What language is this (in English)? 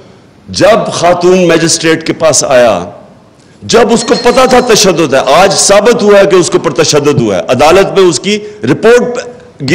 Urdu